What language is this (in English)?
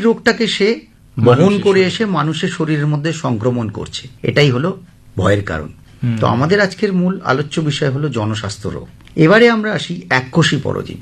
Bangla